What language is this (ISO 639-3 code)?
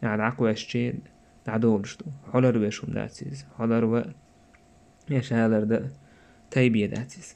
che